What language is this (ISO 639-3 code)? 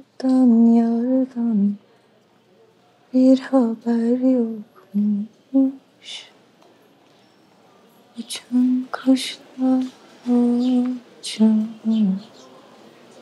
tur